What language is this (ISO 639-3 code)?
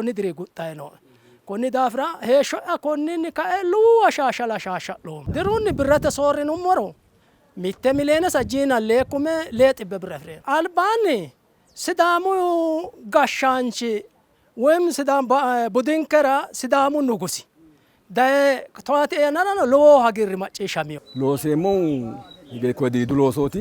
sid